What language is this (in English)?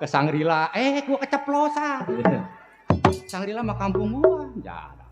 Betawi